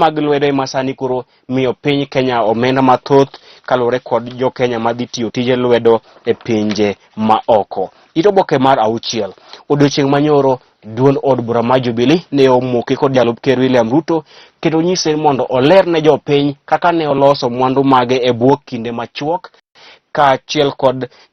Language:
Luo (Kenya and Tanzania)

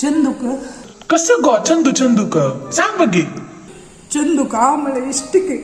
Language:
Konkani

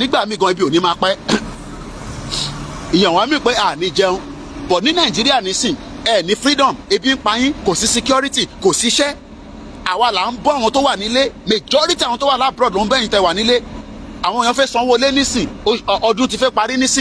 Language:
Yoruba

